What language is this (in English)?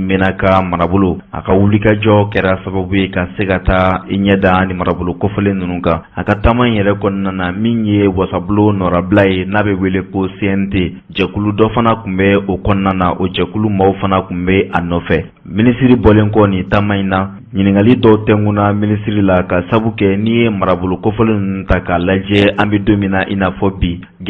Bambara